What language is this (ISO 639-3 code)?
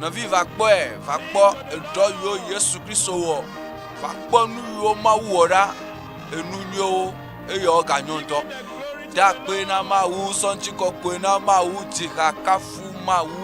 ewe